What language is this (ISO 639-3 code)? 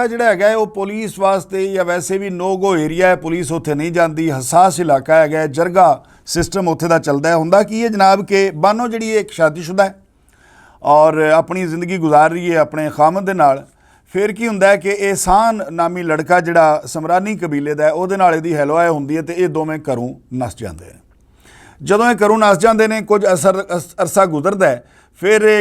lah